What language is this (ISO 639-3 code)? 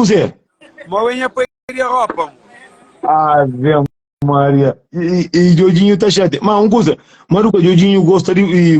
kea